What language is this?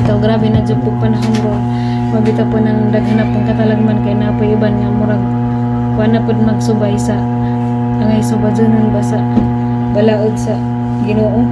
Cebuano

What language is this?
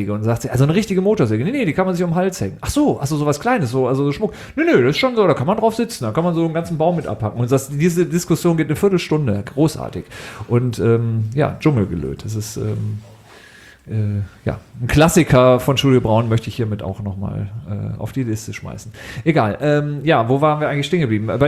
German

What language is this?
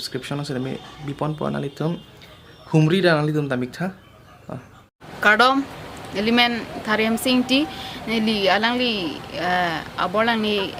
Karbi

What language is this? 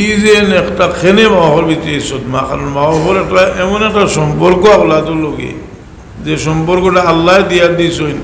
Sylheti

